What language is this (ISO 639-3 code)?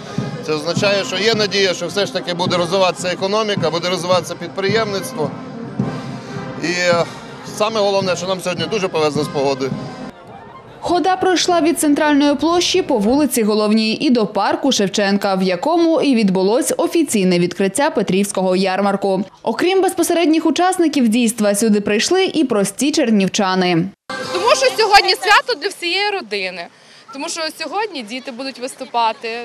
ukr